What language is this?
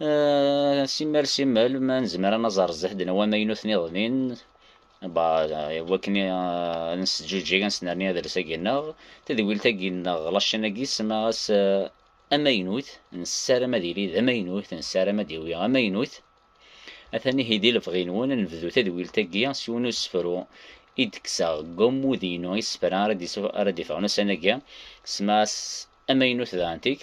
Kabyle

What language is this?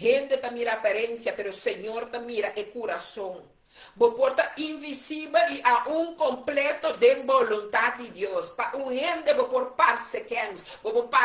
Papiamento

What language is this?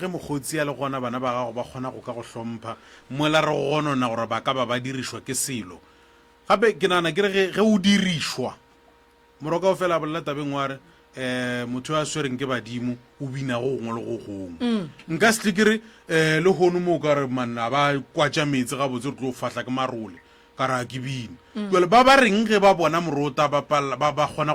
Northern Sotho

